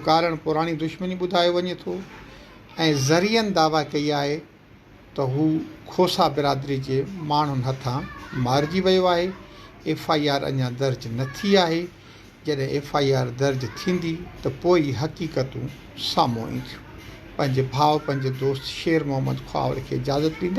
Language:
Sindhi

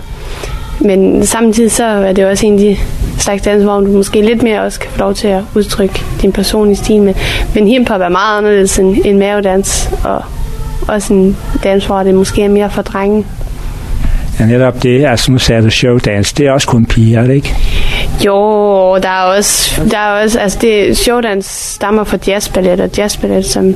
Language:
Danish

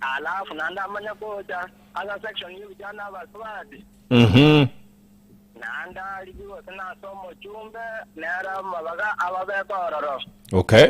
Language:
Gusii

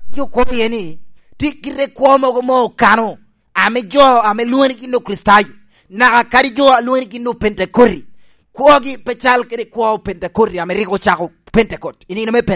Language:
Lango (Uganda)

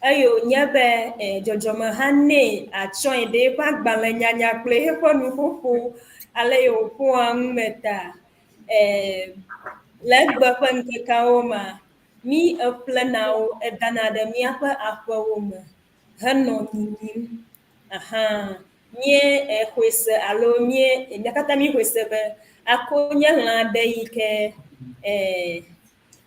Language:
Ewe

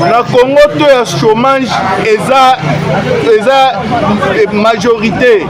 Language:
Lingala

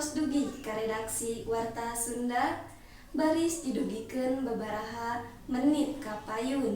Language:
Sundanese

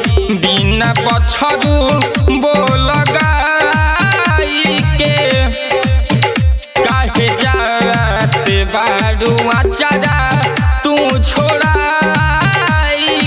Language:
Bhojpuri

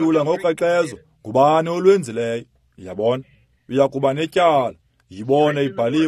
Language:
Xhosa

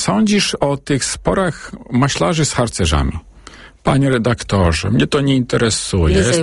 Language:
Polish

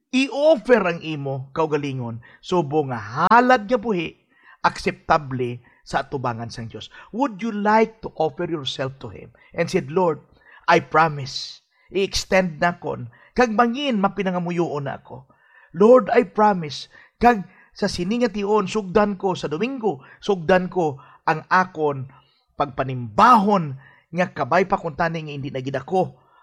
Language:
Hiligaynon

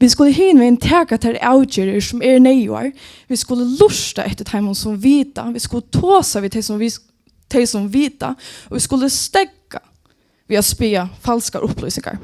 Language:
Faroese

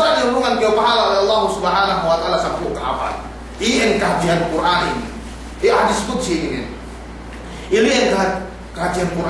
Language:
Yakan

